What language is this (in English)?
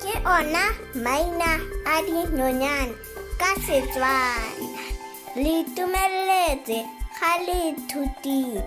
Tswana